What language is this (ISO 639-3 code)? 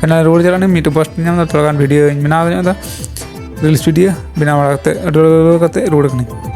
sat